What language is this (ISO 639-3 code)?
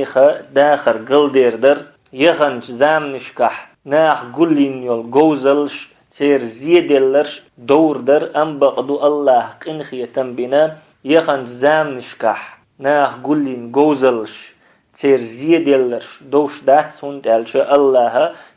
che